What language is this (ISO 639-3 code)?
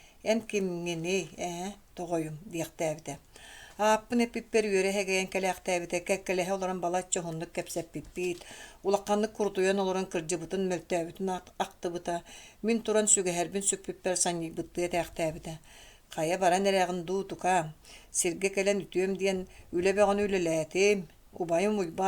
sah